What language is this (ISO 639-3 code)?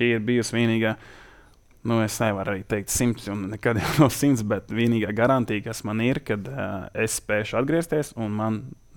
lav